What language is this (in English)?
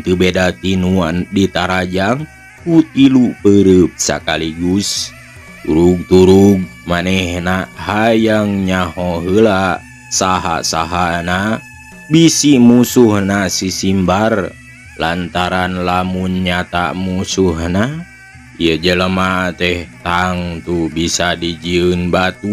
Sundanese